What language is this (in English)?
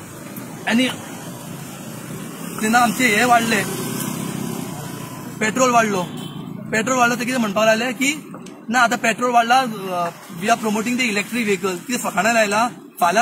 Konkani